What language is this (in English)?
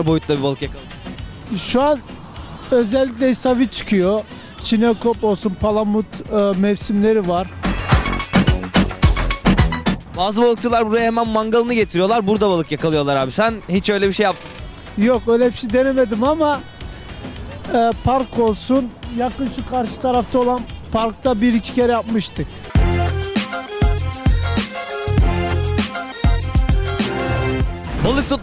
Turkish